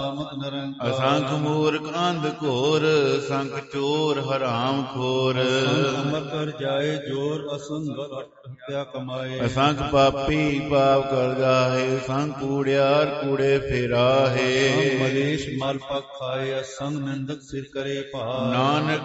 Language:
Punjabi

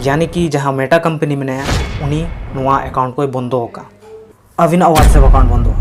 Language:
Santali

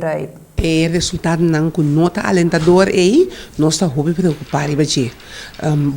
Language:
Papiamento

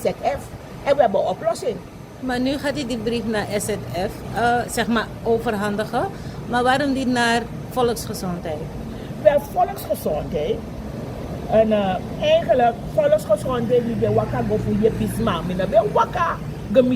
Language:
Sranan Tongo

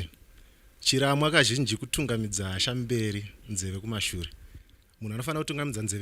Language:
Shona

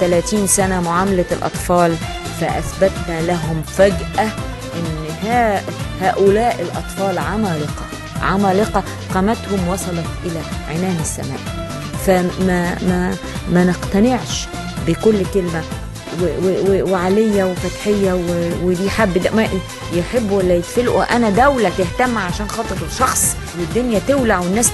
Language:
Egyptian Arabic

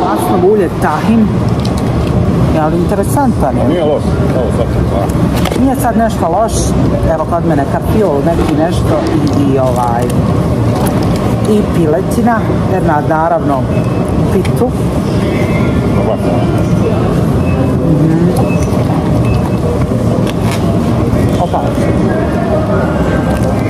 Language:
Bosnian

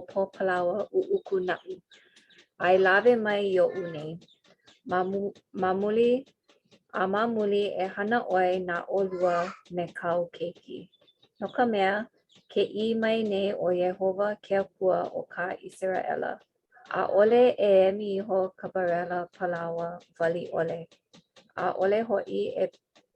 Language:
Hawaiian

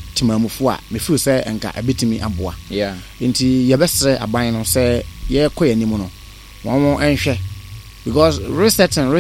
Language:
Akan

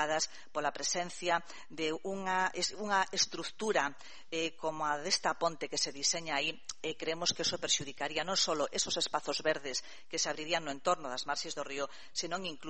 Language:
Galician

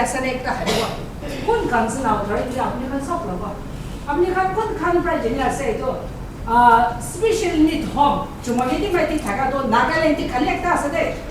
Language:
Naga Pidgin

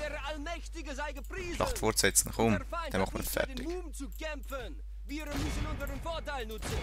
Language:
Swiss German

